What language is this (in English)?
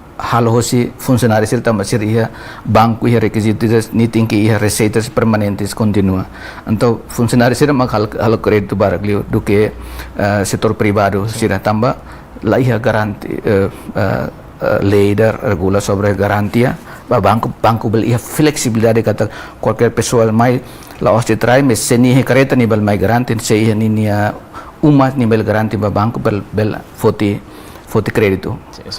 Tetum